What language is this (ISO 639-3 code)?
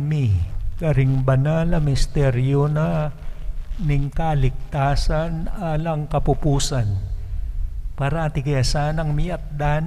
pam